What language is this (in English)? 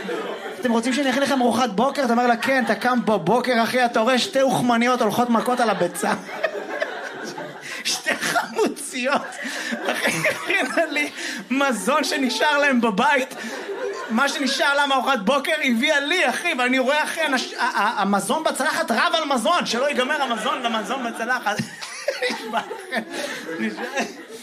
Hebrew